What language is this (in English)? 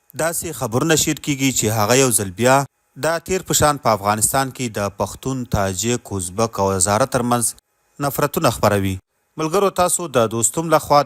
Pashto